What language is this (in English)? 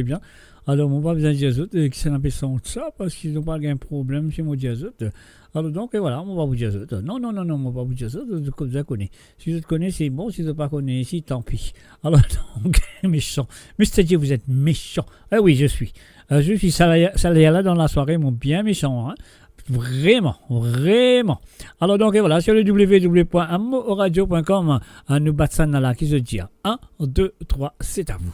Morisyen